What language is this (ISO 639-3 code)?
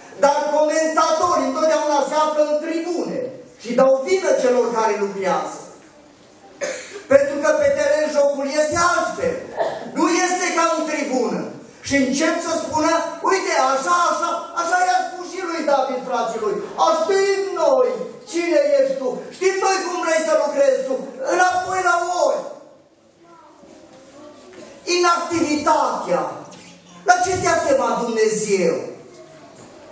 ron